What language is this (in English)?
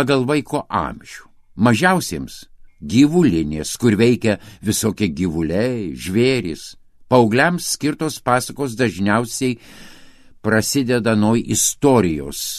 Lithuanian